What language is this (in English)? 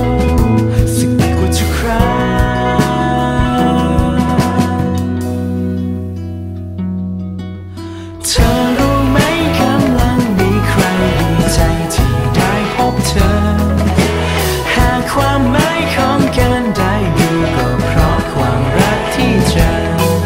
Thai